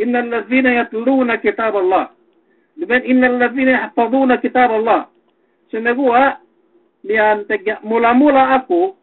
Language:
Yakan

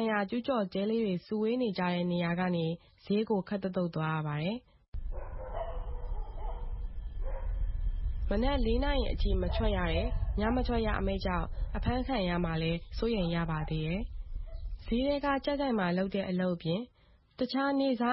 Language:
Burmese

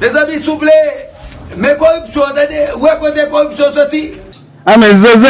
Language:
Haitian Creole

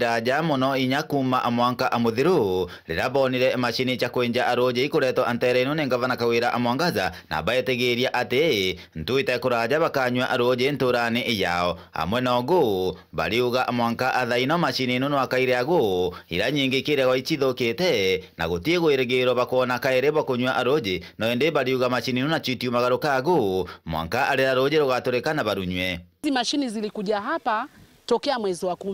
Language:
Meru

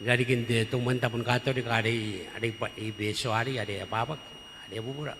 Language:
Gilbertese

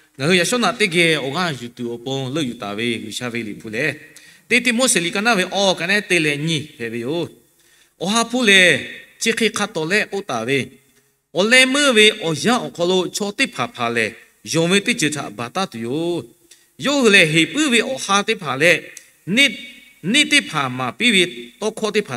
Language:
Lahu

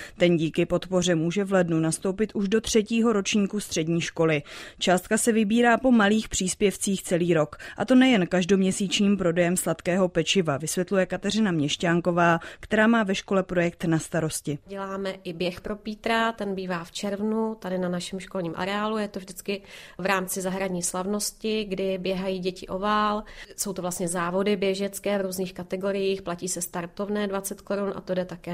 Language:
Czech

